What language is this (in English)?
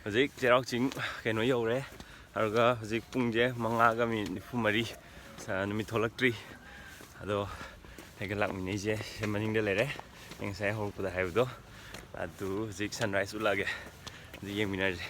Manipuri